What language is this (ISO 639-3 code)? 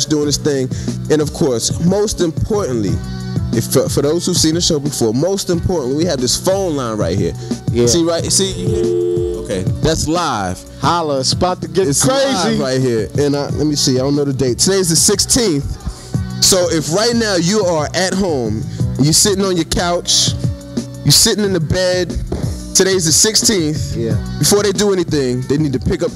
eng